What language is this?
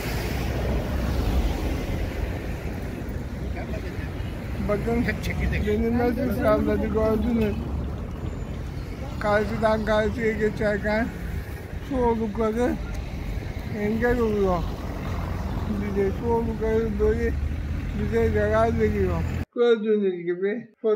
Turkish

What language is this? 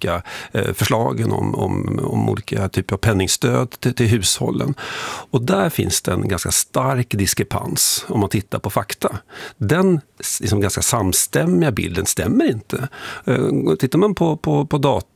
Swedish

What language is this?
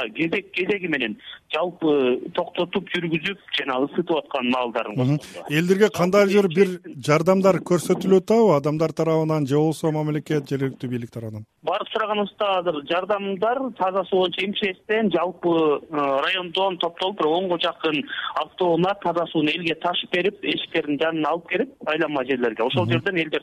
Kyrgyz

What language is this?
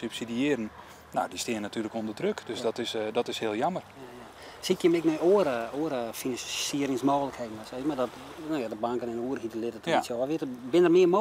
Western Frisian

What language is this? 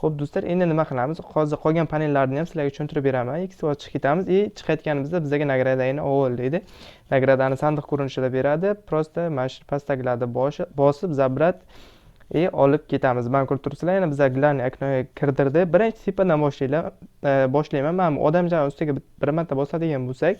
Uzbek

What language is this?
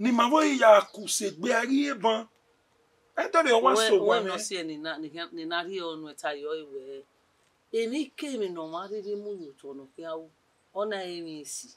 Bini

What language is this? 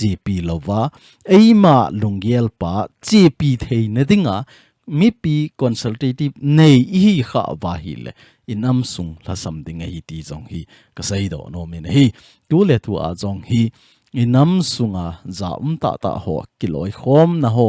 Thado Chin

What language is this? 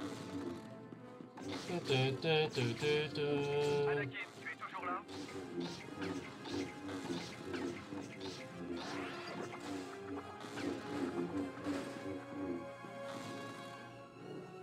French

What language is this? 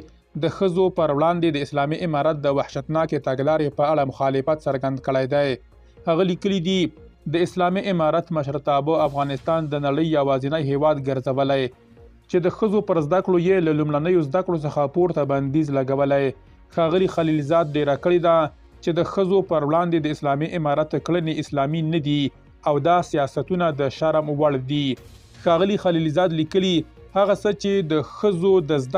Pashto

